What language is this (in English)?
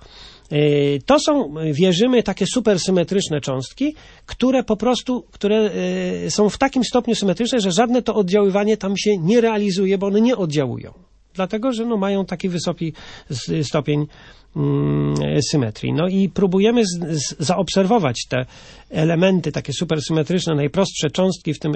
Polish